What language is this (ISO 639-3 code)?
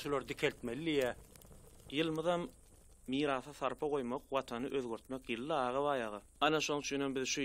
tuk